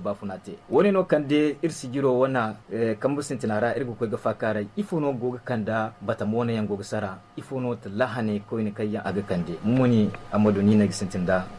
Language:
Zarma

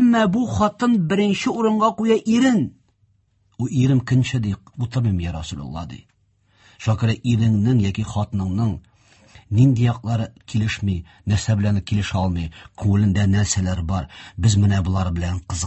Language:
Tatar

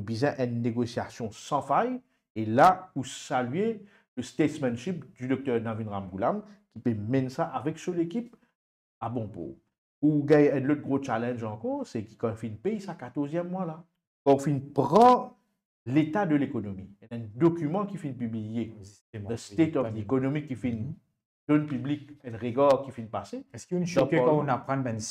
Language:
Morisyen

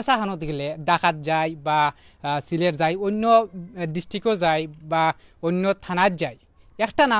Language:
Sylheti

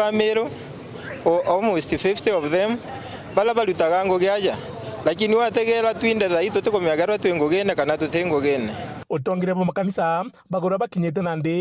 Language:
Meru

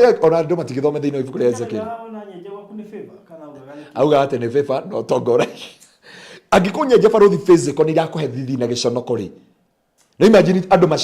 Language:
Kikuyu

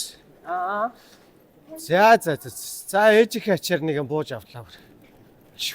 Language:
Mongolian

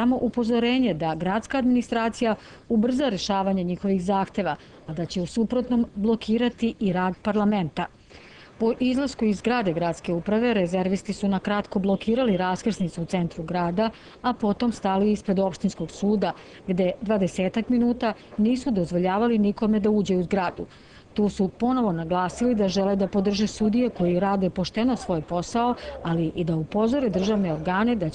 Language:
Serbian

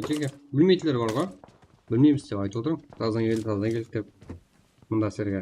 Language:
Kara-Kalpak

